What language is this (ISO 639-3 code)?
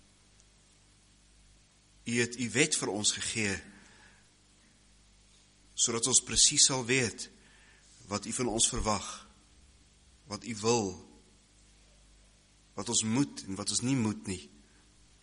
afr